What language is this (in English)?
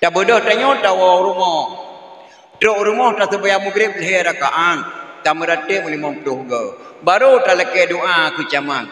Achinese